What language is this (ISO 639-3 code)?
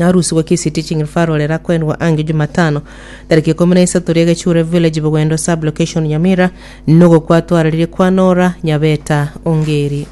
guz